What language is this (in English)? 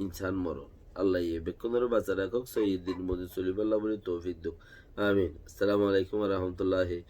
Rohingya